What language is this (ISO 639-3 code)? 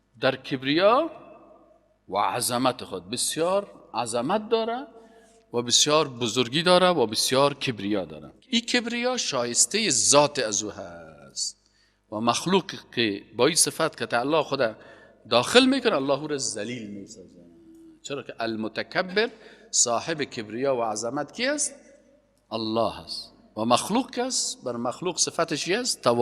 fas